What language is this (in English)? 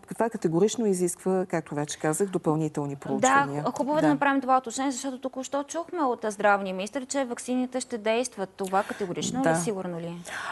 Bulgarian